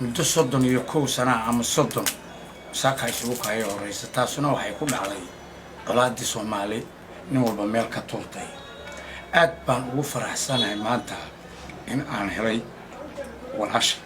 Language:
Somali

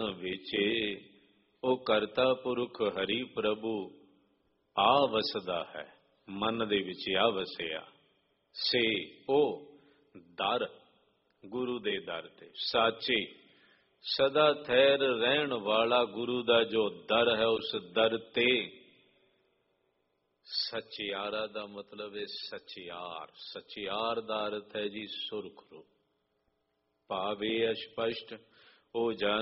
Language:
Punjabi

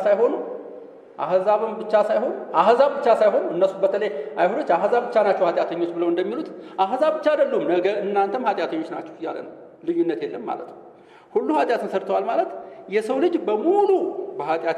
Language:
Amharic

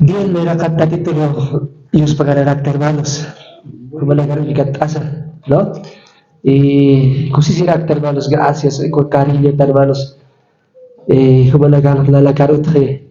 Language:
Aymara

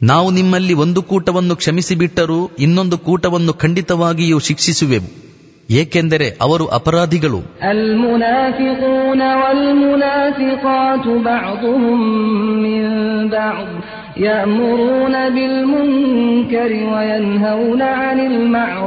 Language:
Kannada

